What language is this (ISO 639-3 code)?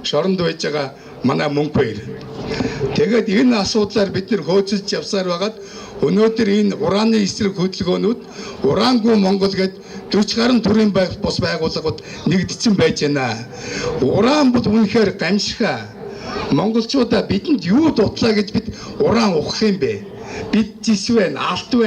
mon